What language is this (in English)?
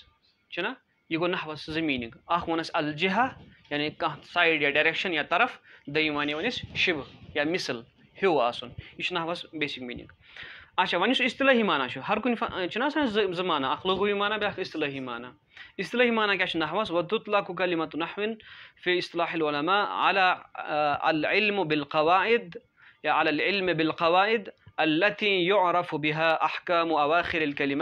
Kashmiri